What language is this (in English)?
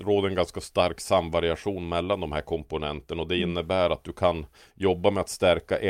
Swedish